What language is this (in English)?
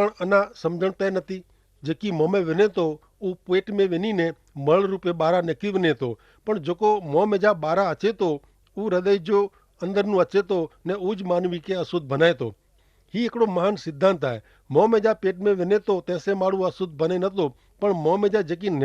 Kachhi